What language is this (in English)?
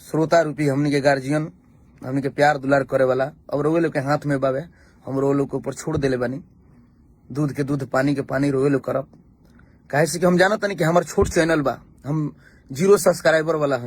Bhojpuri